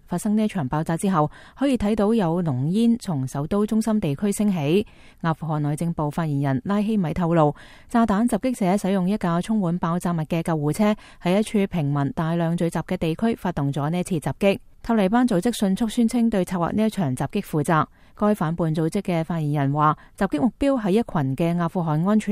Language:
Cantonese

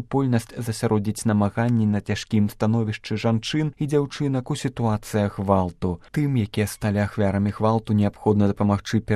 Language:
Belarusian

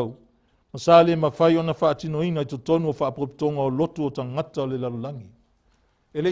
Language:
Samoan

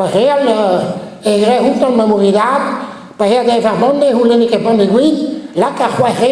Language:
Breton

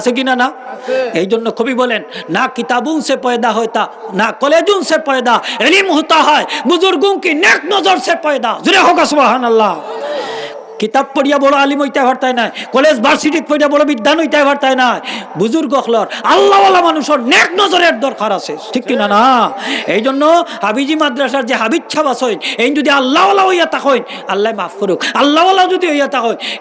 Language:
Sylheti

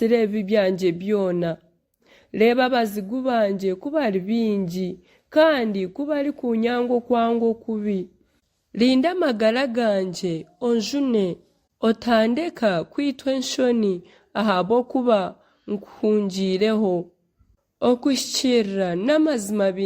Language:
Nyankole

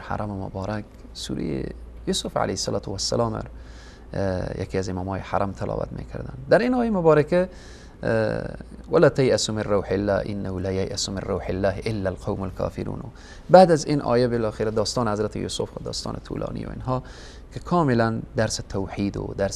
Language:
Persian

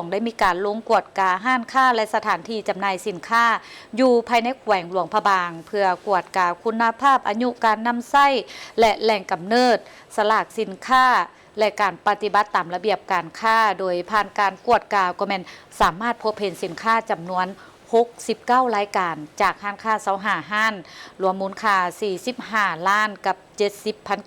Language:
Lao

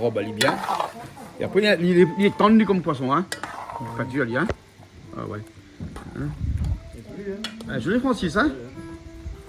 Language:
Réunion Creole French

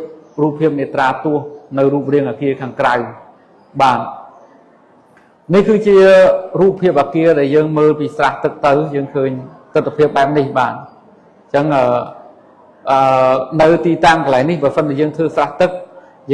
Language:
Khmer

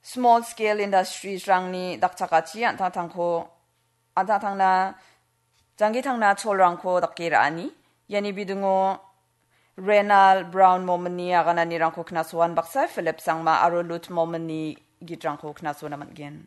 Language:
Garo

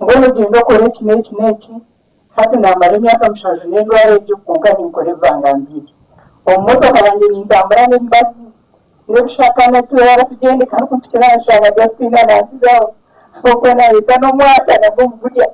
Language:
Nyankole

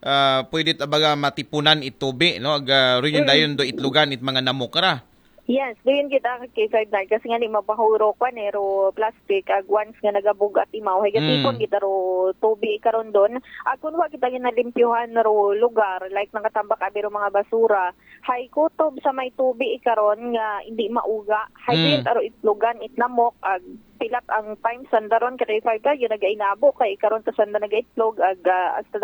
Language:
Aklanon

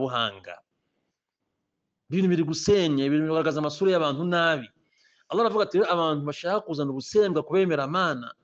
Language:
Kinyarwanda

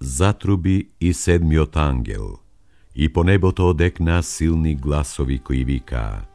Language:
Macedonian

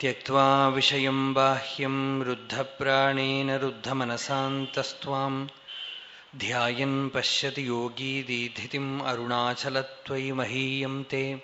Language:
Sanskrit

